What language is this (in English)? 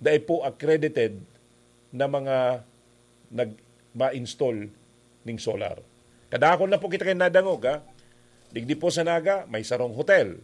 Bikol